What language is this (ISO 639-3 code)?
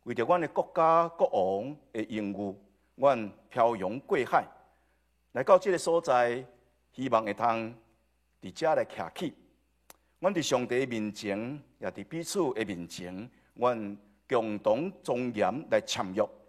nan